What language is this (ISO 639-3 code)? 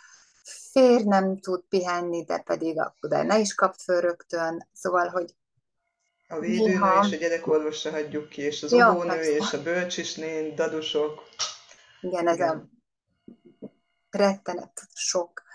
hun